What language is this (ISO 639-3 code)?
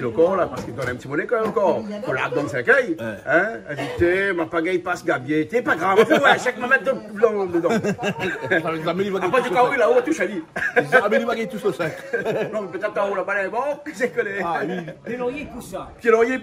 rcf